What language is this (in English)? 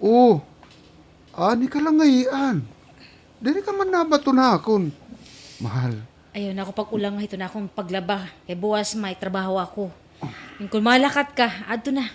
Waray